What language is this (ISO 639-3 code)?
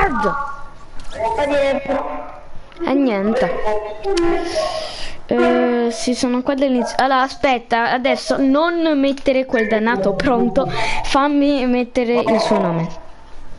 ita